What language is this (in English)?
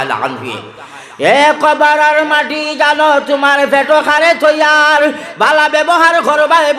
Sylheti